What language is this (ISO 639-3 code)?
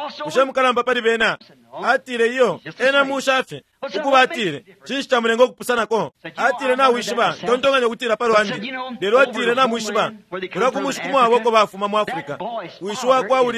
bem